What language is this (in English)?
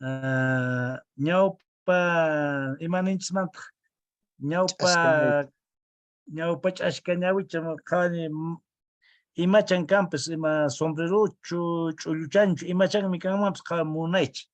Quechua